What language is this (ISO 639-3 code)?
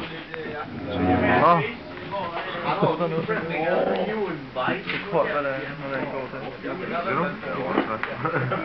dan